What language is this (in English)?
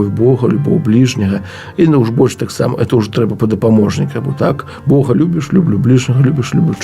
Belarusian